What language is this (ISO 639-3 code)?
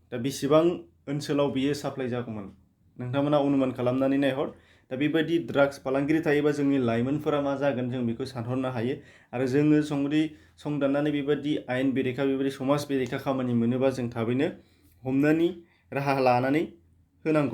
brx